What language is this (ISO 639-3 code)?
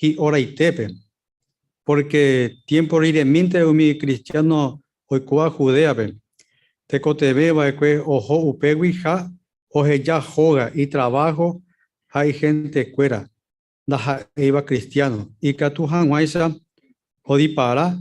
grn